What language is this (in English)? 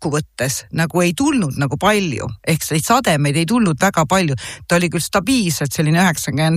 Estonian